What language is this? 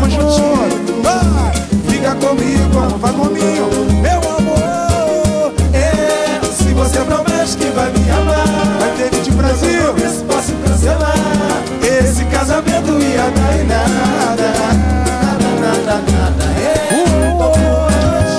Portuguese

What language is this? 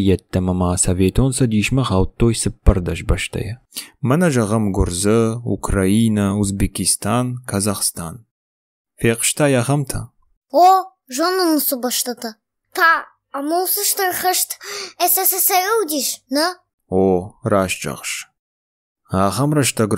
Ossetic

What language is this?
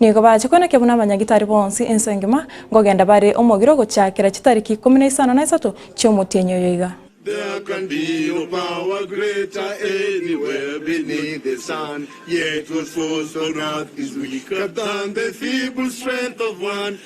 Gusii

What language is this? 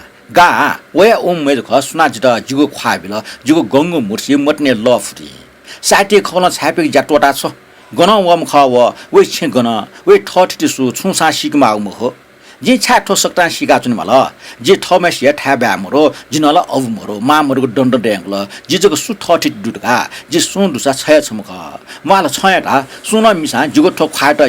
Newari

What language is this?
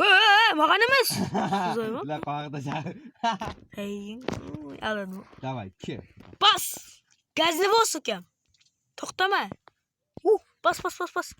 Kara-Kalpak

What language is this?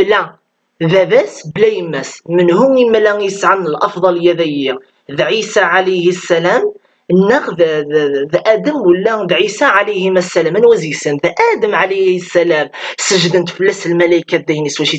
Kabyle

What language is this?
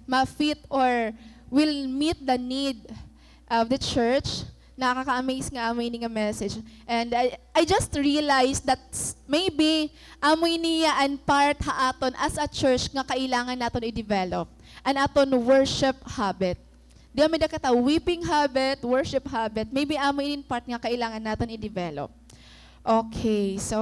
Waray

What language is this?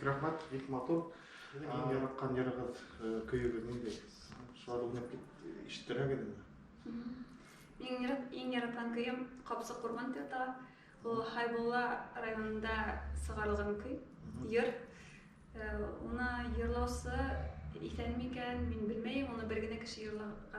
Bashkir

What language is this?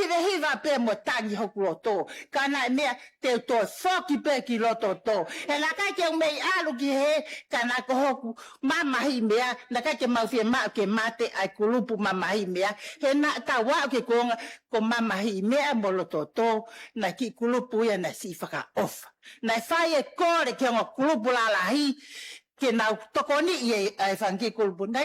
Tongan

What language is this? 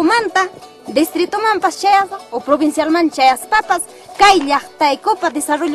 Ayacucho Quechua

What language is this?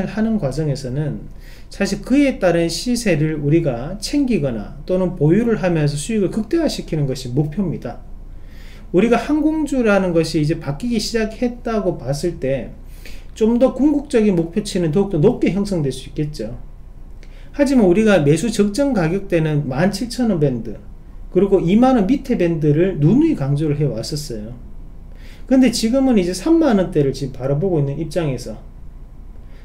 Korean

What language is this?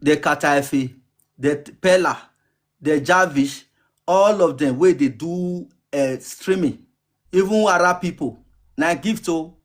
Nigerian Pidgin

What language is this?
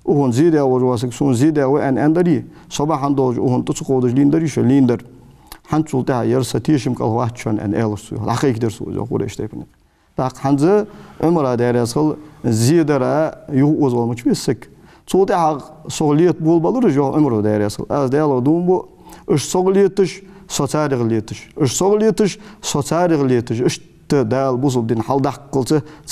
Ingush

